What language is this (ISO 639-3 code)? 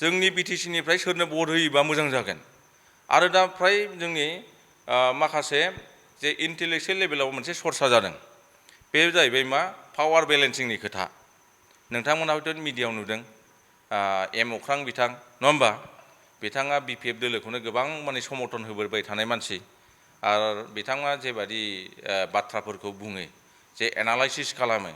brx